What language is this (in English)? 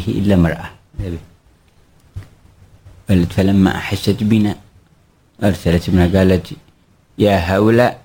Arabic